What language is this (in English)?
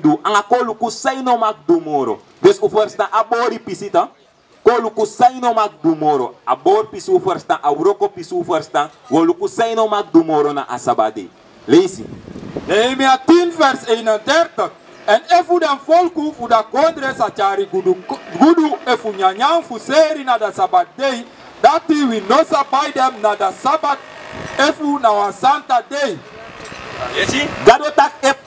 Sranan Tongo